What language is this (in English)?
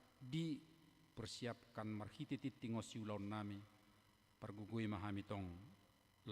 Batak Toba